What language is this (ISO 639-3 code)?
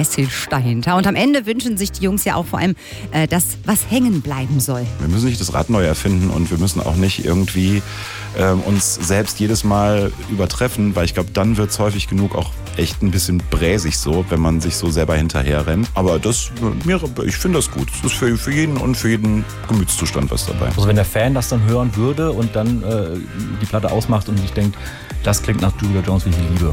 deu